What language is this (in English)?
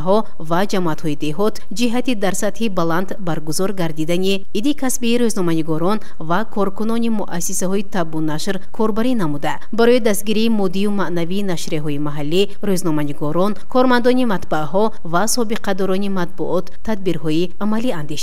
Tajik